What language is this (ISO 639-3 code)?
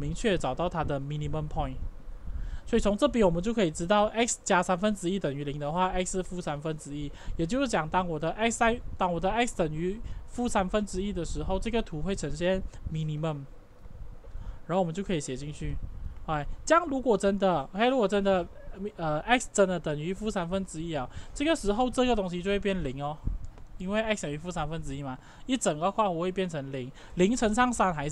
zho